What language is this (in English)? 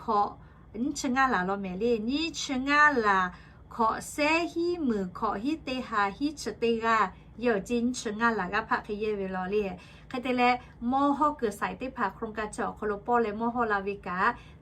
Lahu